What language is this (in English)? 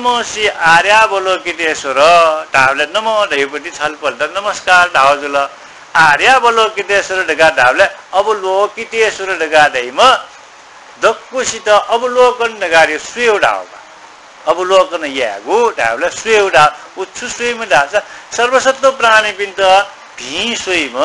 Newari